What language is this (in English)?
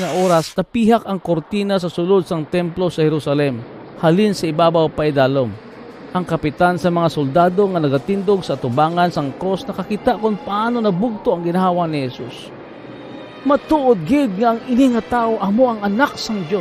Hiligaynon